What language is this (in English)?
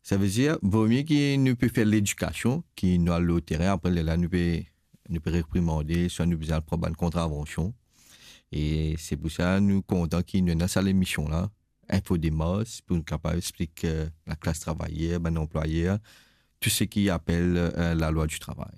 Morisyen